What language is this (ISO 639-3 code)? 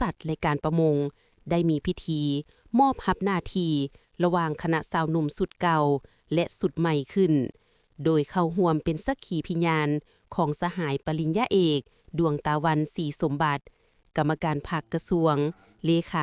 lao